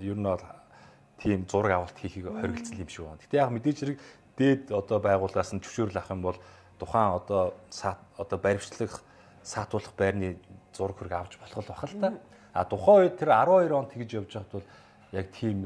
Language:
Mongolian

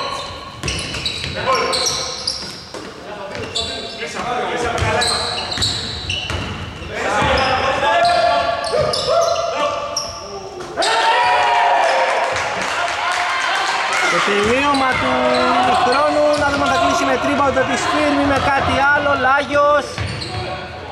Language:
Greek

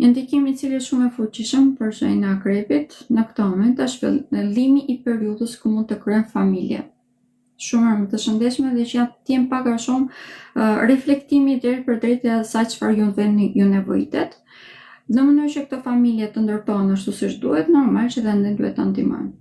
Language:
Albanian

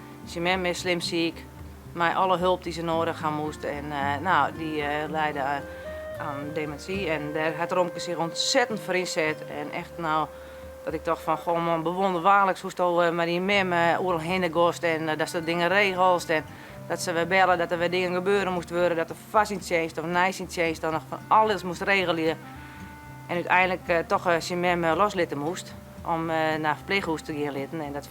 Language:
Western Frisian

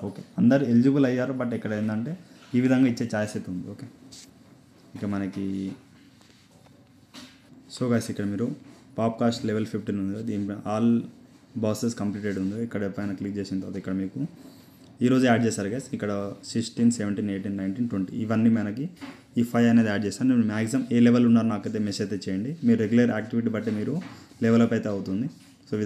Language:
Telugu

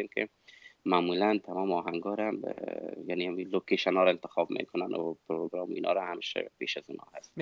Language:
Persian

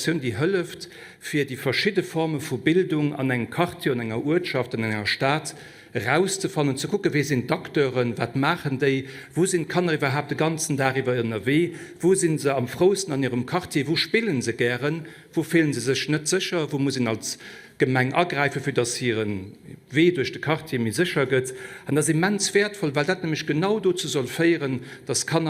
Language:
Luxembourgish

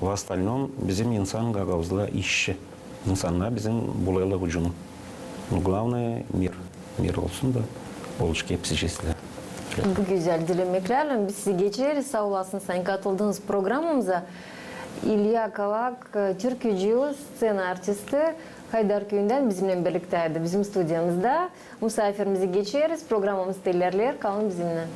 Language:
Gagauz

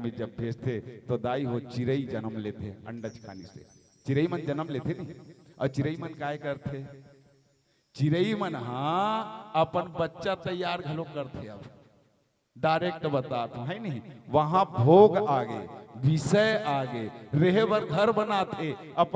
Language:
Chhattisgarhi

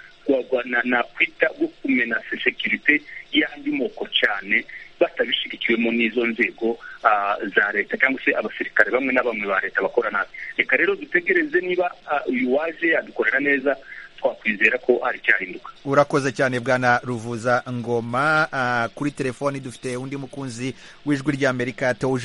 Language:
Kinyarwanda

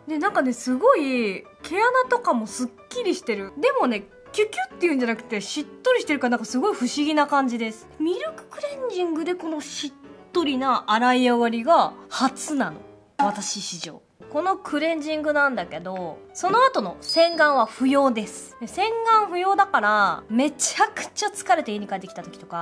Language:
Japanese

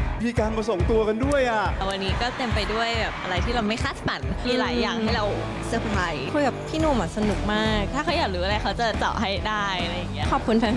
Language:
Thai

